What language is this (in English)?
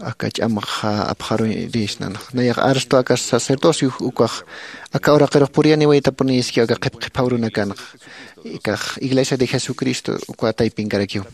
Aymara